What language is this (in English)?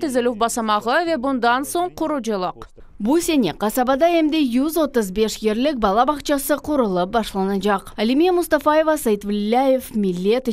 Crimean Tatar